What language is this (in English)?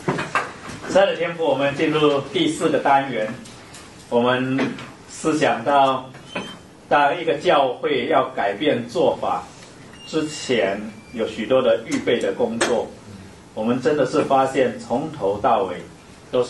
Chinese